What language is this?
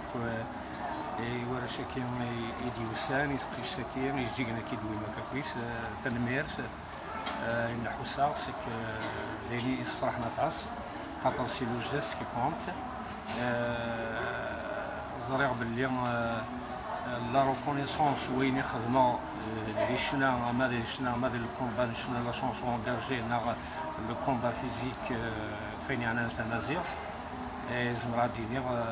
Kabyle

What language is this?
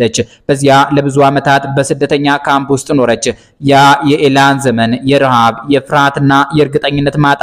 Amharic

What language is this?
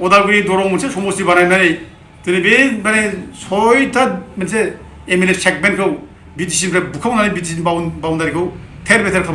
Bodo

